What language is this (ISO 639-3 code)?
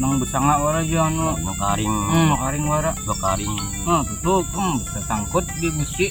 bjn